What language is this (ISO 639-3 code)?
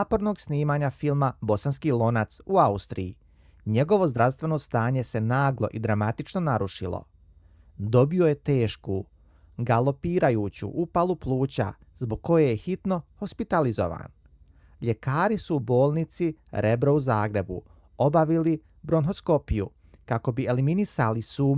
bos